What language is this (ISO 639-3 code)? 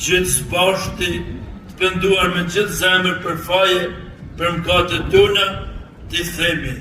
sqi